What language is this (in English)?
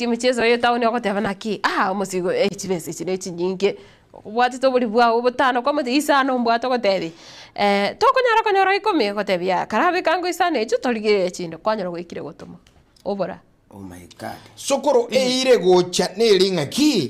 Gusii